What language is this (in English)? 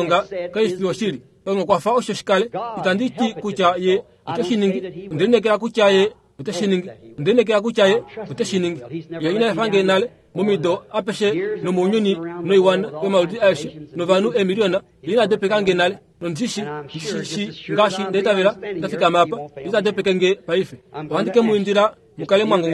Kuanyama